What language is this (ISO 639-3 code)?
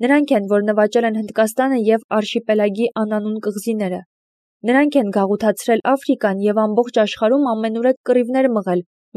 hye